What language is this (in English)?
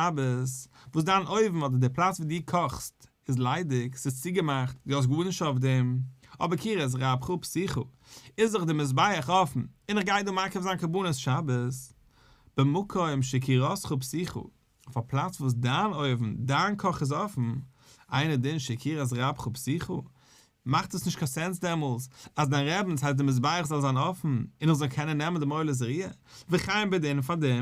Yiddish